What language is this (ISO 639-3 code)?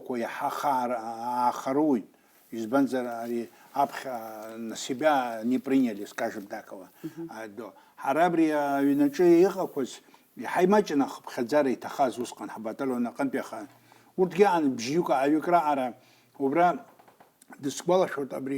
abk